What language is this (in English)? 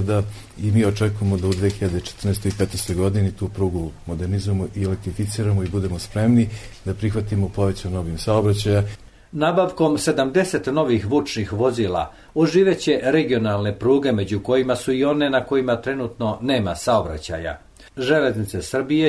Serbian